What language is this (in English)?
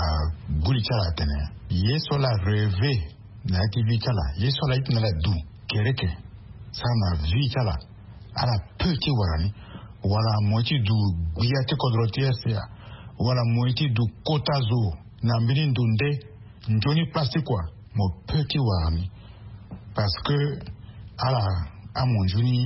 Sango